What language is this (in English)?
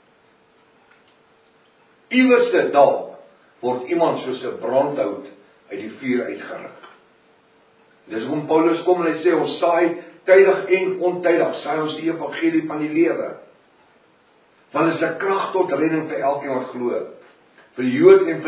Afrikaans